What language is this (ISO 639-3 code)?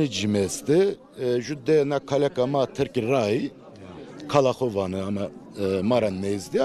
zza